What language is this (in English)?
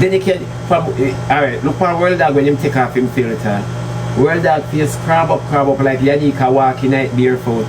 Jamaican Creole English